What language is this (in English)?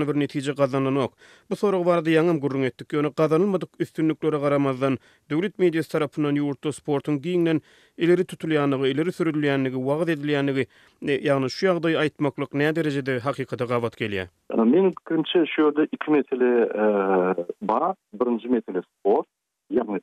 Turkmen